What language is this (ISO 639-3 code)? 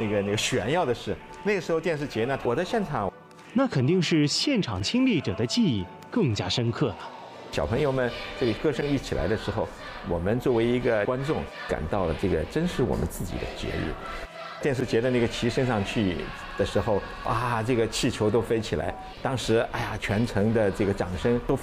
zho